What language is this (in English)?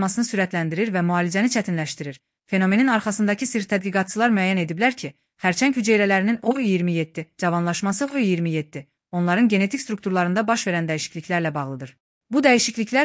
Azerbaijani